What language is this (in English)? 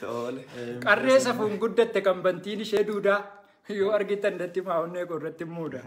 Oromo